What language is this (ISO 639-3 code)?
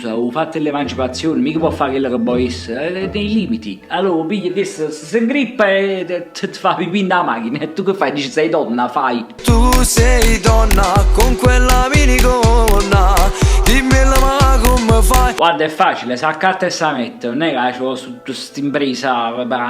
nap